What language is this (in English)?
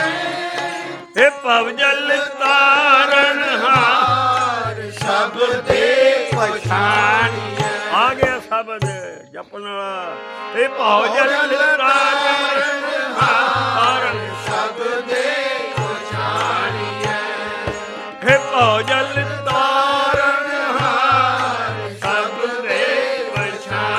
Punjabi